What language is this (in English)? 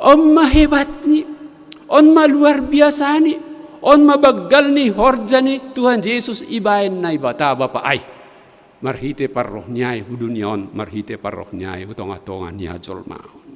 Batak Simalungun